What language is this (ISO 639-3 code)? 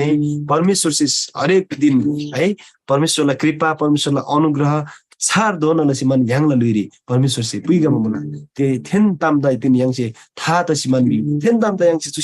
taj